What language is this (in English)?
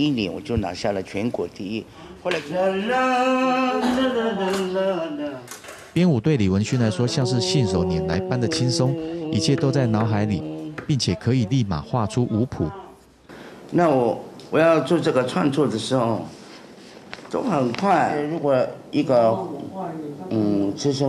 Chinese